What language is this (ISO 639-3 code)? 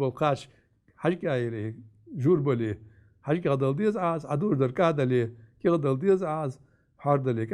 inh